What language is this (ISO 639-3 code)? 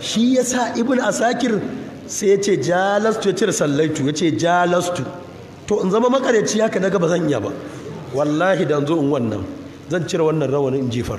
hau